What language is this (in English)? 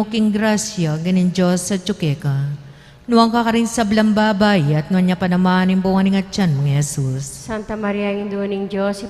Pampanga